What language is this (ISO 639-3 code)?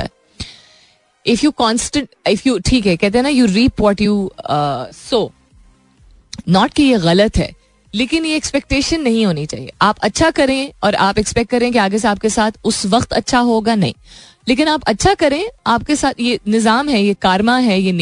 hin